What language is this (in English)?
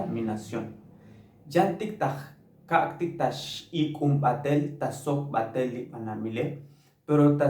Tzotzil